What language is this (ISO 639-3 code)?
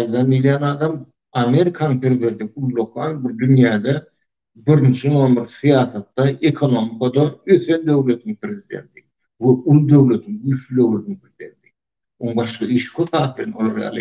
tuk